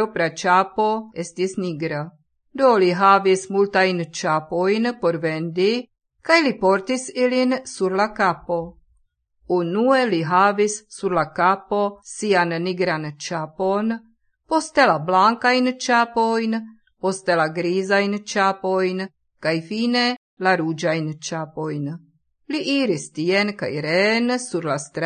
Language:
Esperanto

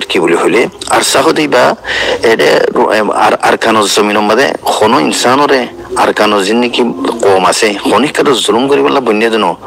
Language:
Rohingya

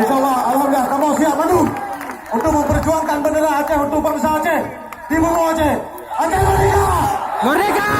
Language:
Achinese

